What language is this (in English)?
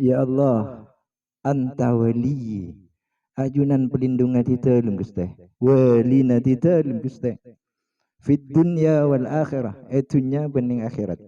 Madurese